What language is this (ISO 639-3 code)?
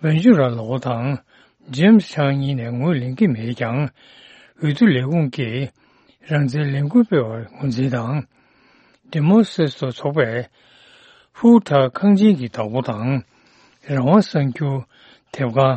bod